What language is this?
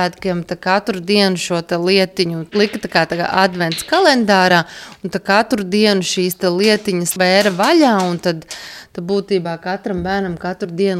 Latvian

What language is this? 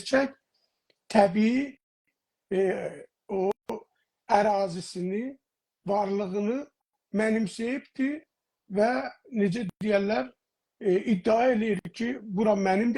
South Azerbaijani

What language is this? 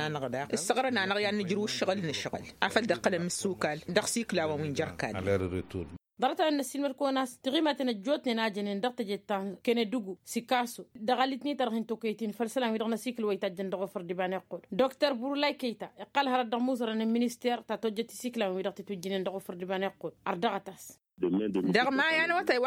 Tamasheq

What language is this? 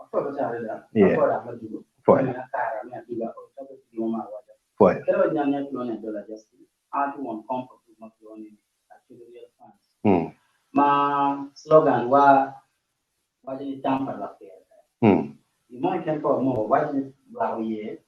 Acoli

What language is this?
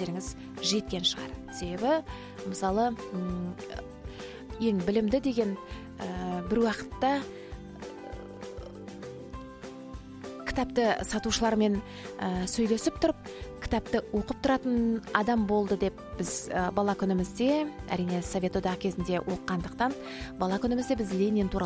Kazakh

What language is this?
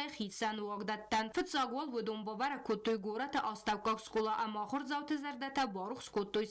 Ossetic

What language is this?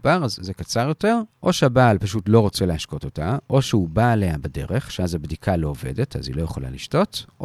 Hebrew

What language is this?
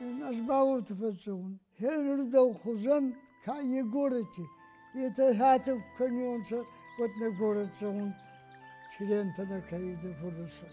Ossetic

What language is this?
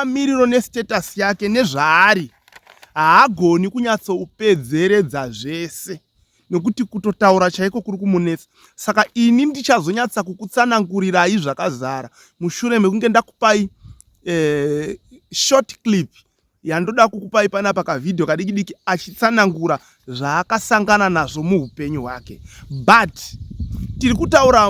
Shona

